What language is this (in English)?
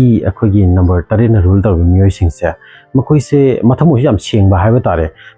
Manipuri